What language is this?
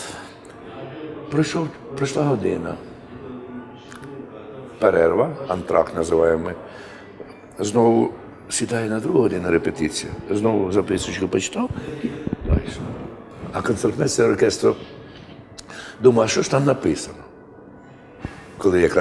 Ukrainian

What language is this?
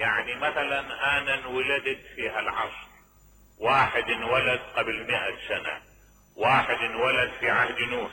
Mesopotamian Arabic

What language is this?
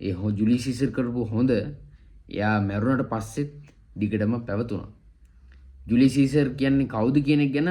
Sinhala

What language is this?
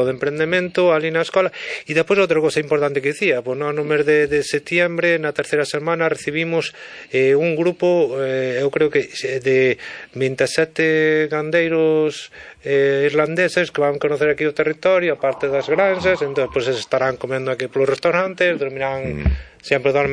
Galician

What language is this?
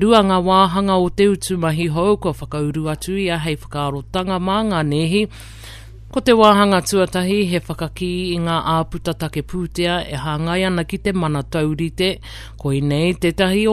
Māori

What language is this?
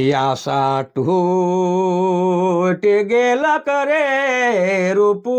Sadri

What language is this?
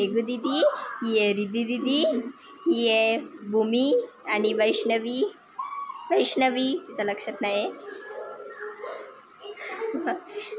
Marathi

